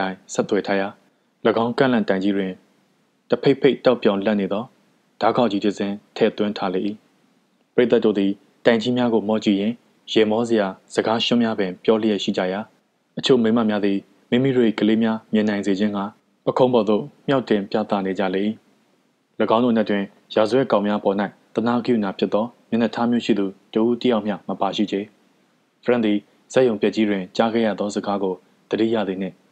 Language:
Burmese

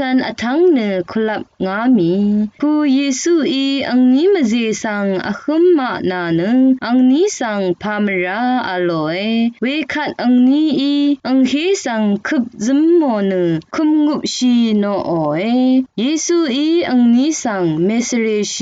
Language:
Rawang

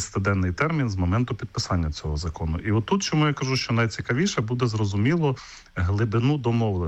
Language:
Ukrainian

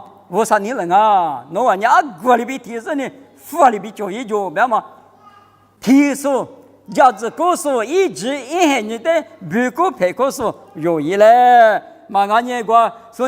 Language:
Lisu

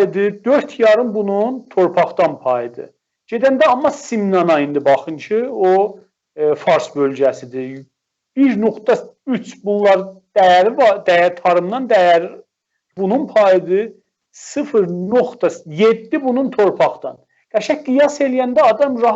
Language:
South Azerbaijani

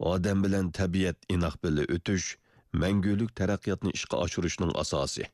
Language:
Uyghur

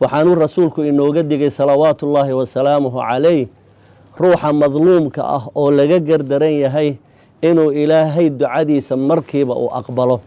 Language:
Somali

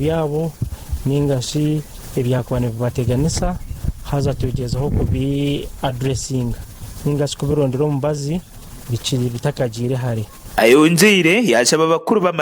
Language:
Nyankole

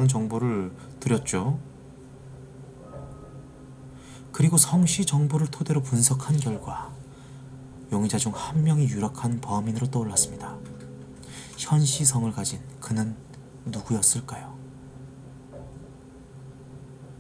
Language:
Korean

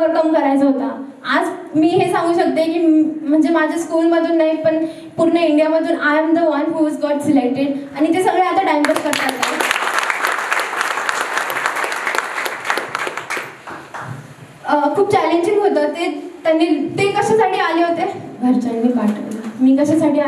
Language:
Marathi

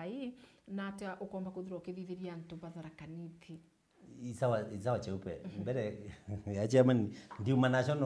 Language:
Meru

